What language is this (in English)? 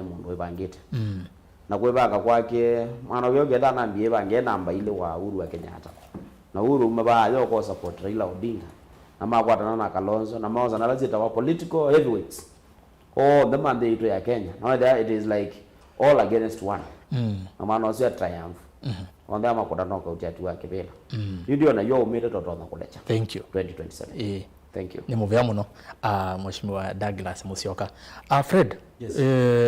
Kamba